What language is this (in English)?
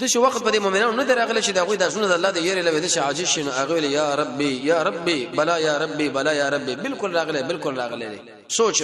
Pashto